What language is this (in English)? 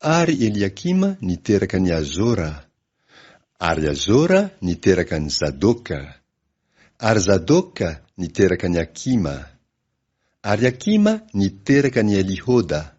Malagasy